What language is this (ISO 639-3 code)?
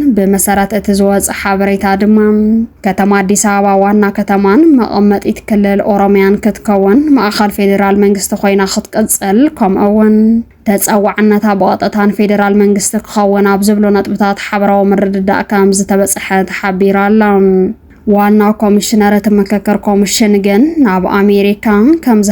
tir